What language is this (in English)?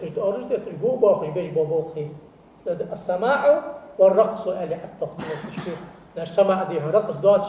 Ingush